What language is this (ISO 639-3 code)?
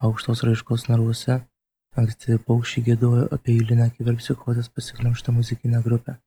lit